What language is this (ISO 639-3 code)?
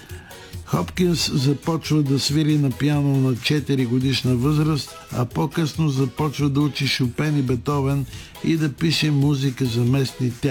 bul